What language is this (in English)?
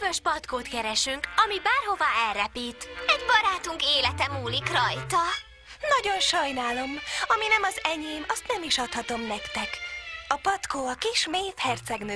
Hungarian